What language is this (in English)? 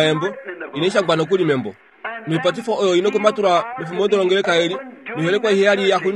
Kuanyama